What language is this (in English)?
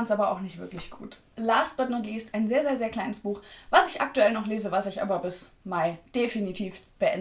German